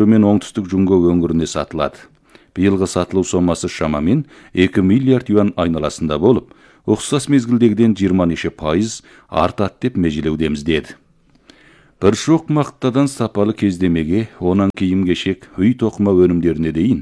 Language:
Kazakh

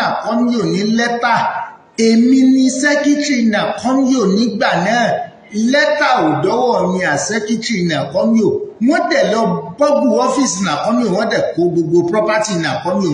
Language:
Yoruba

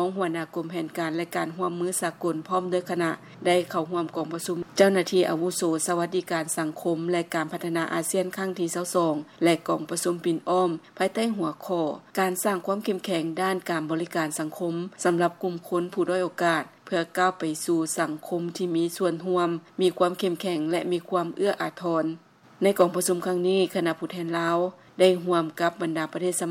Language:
Lao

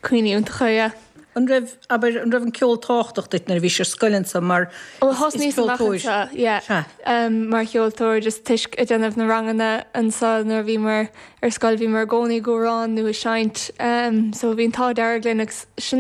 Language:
Irish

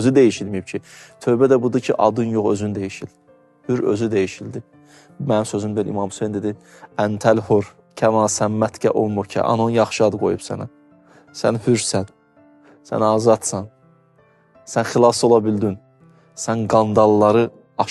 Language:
Azerbaijani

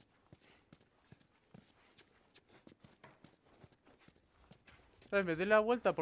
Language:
Spanish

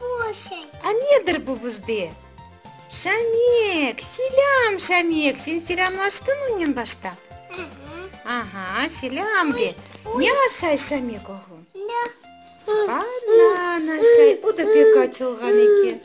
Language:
Crimean Tatar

